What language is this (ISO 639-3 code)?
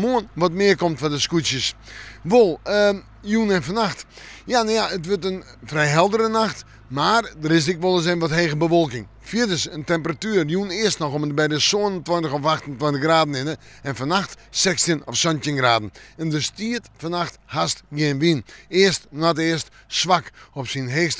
fry